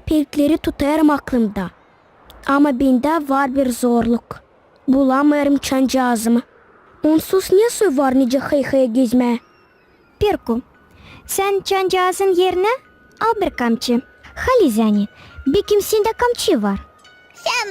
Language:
Gagauz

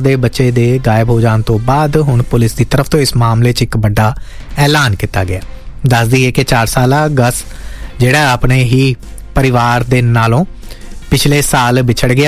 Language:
Punjabi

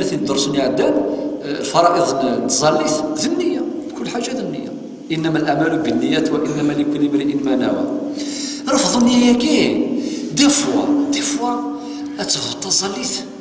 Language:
Kabyle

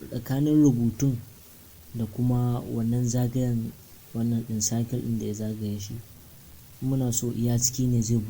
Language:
Hausa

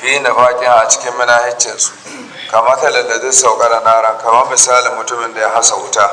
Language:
Hausa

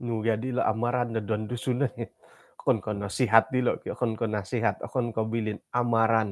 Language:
Central Dusun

